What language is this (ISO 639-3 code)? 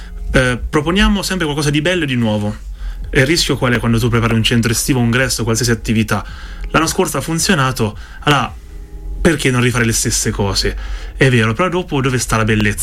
ita